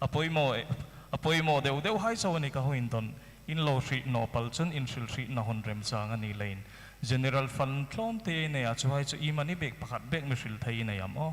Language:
Hmar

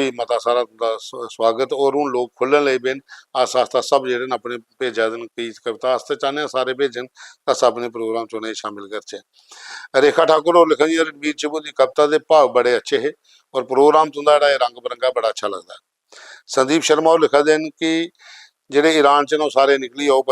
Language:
Dogri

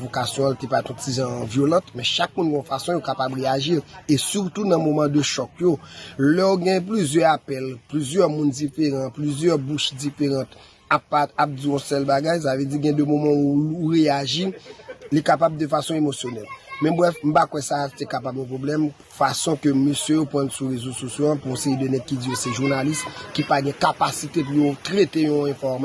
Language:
Haitian Creole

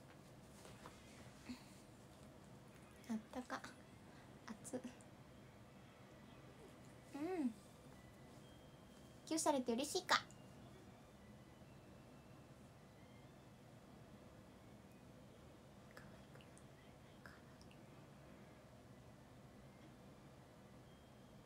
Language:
Japanese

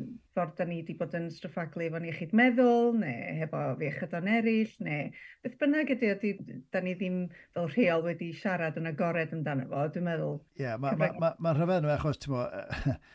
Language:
Welsh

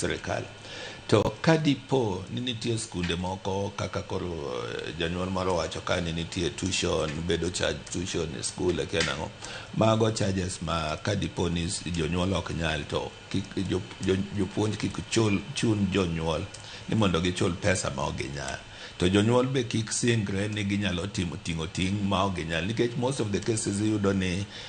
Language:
Luo (Kenya and Tanzania)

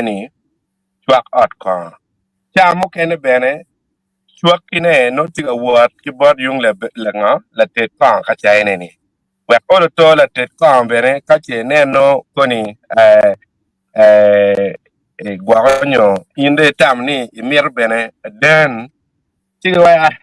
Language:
Acoli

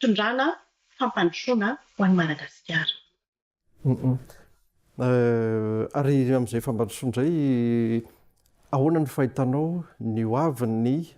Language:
Malagasy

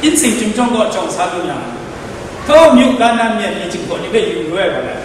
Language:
Kachin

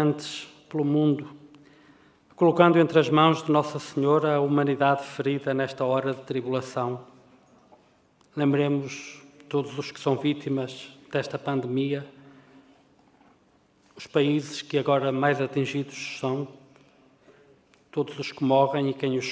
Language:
Portuguese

